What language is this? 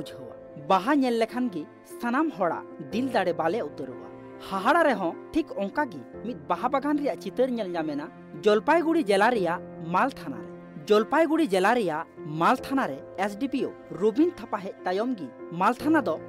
Santali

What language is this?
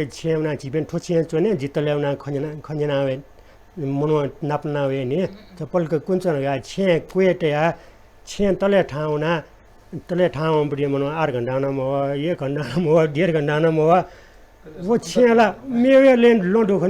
Newari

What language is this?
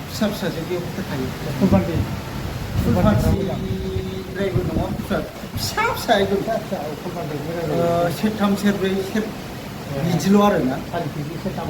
Bodo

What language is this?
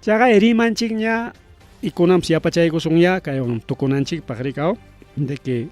Ayacucho Quechua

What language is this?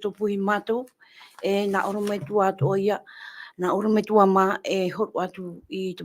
Tahitian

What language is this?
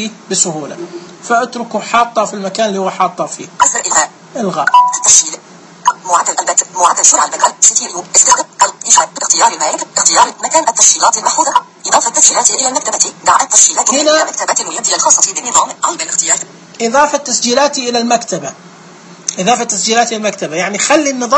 Najdi Arabic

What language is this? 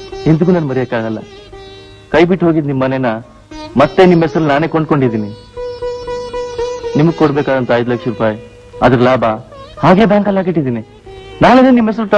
Kannada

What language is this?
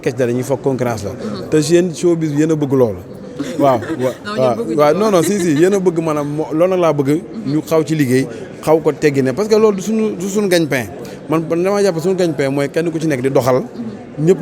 Wolof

